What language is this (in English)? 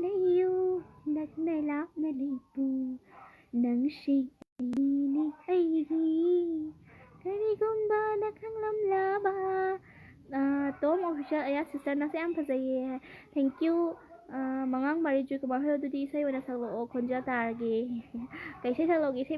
Manipuri